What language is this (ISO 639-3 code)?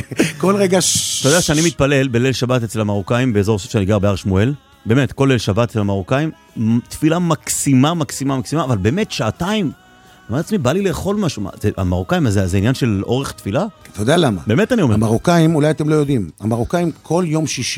heb